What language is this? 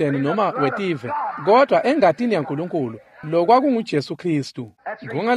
Swati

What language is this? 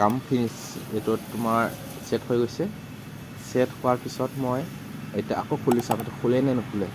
Assamese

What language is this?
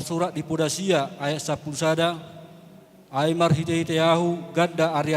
Batak Toba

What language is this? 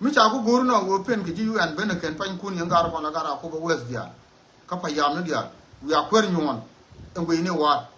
Nuer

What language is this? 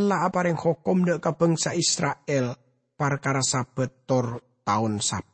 Madurese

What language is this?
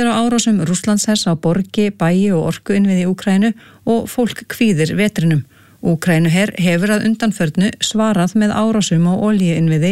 Icelandic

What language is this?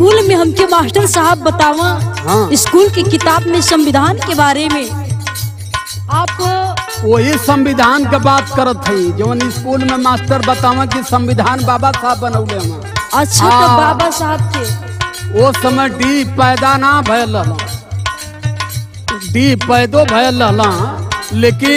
Bhojpuri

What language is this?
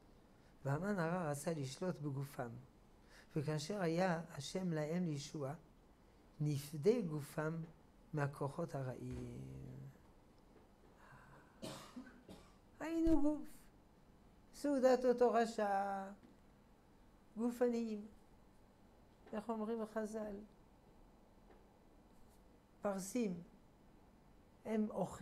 Hebrew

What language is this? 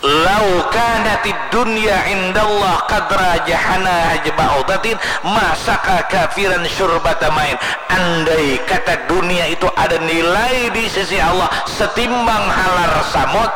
Banjar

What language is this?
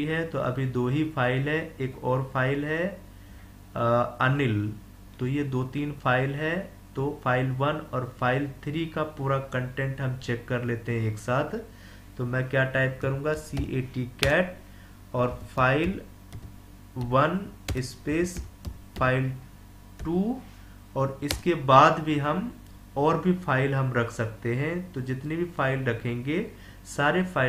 Hindi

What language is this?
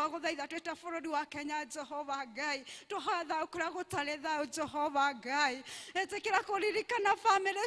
Kikuyu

